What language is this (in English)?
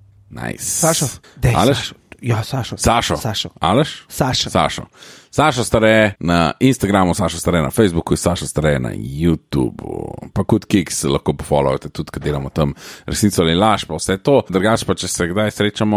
Slovenian